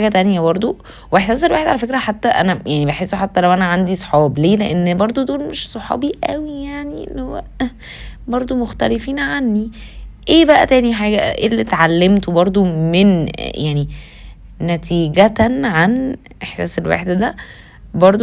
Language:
Egyptian Arabic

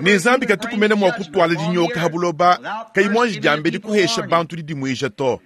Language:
Luba-Lulua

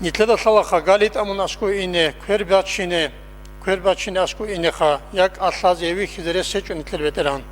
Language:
Avaric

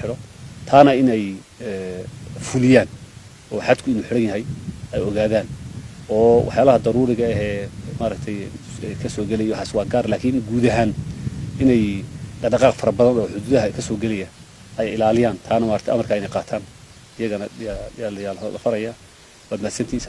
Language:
Somali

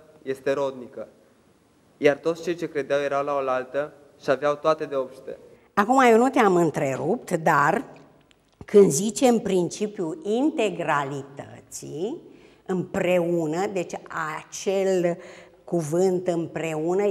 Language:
Romanian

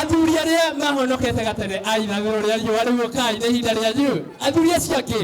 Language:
Kikuyu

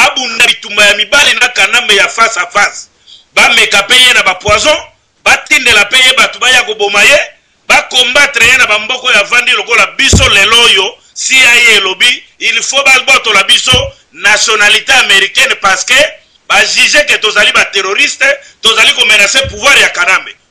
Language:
Lingala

